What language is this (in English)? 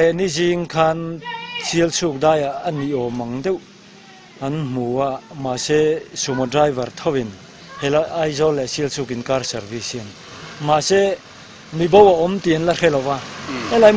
Mizo